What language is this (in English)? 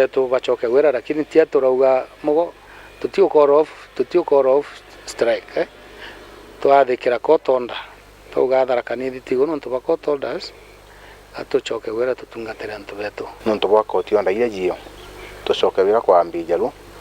Meru